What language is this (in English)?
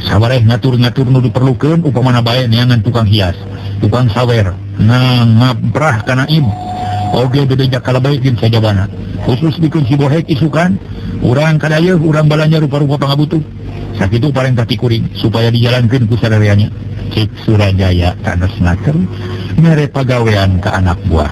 Sundanese